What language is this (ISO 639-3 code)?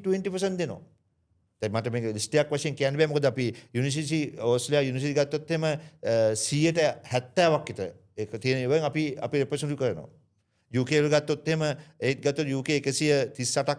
sin